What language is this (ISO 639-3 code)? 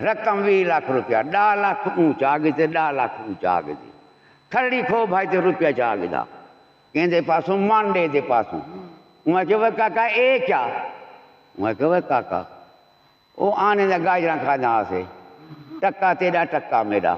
skr